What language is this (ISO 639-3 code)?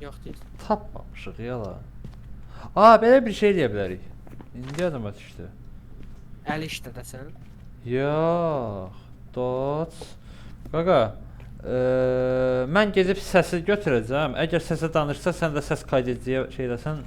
aze